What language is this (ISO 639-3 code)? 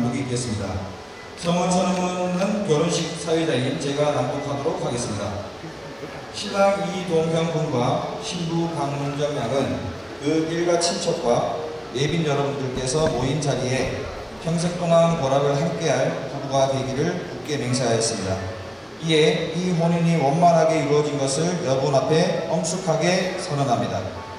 kor